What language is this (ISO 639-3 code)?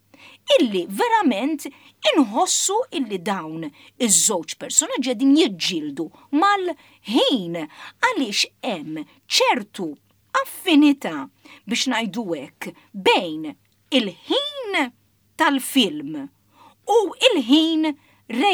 mlt